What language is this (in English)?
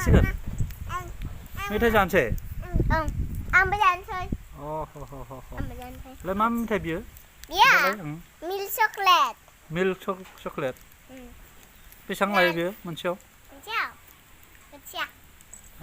Bodo